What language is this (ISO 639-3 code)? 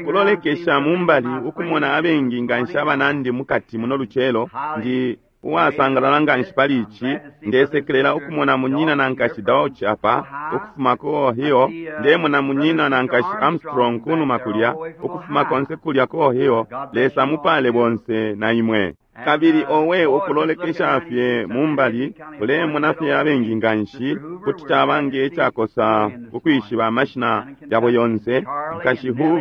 bem